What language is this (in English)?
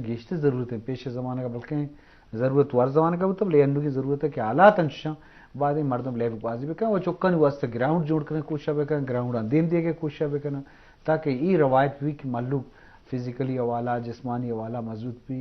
Eastern Balochi